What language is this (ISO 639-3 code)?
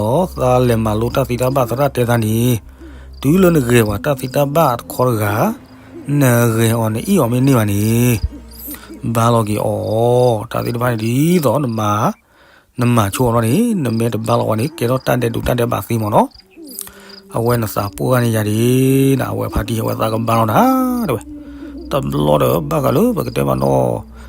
ksw